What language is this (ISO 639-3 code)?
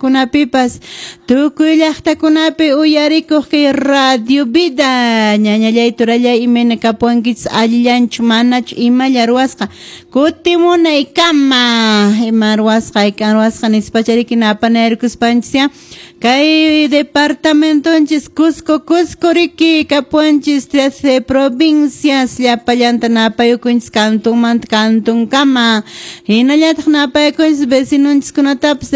que